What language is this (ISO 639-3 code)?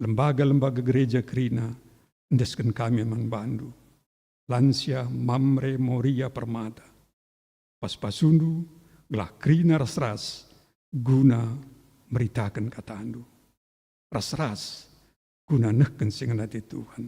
btx